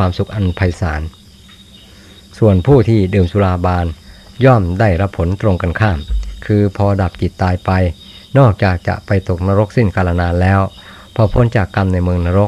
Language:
Thai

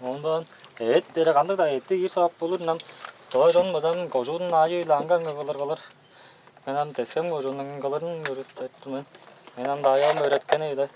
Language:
Tuvinian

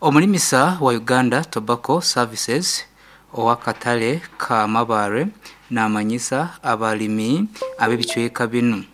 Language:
Nyankole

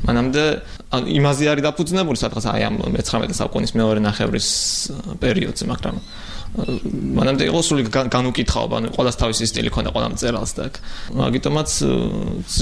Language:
Georgian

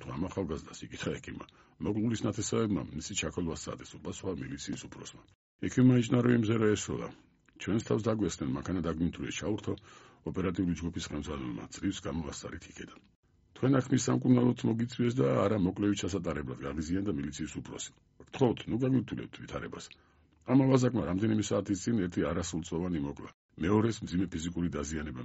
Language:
Georgian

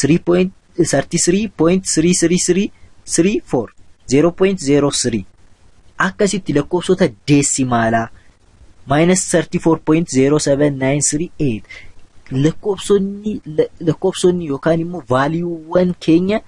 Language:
Oromo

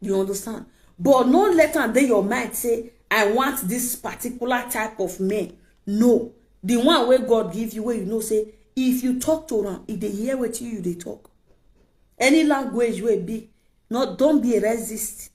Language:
Nigerian Pidgin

